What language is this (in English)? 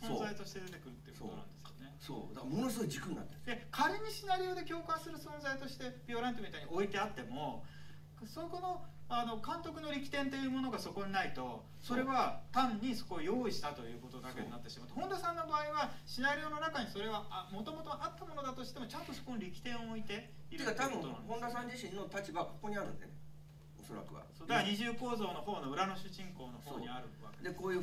Japanese